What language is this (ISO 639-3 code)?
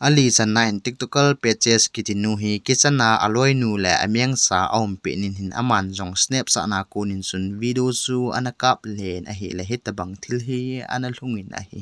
tcz